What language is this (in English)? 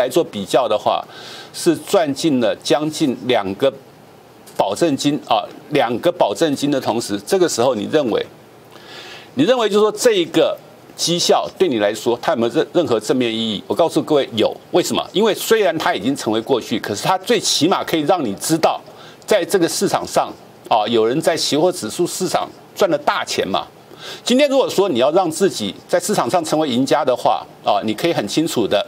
Chinese